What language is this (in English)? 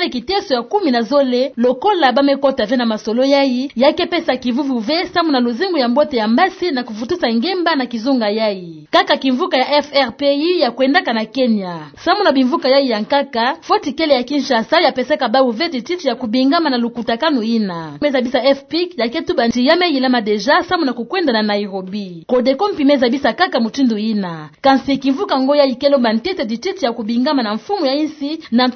Kituba (Democratic Republic of Congo)